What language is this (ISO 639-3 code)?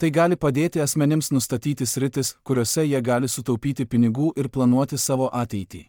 lit